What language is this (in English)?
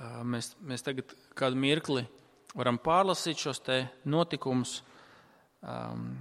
Latvian